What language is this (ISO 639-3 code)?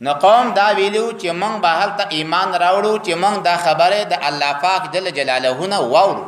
pus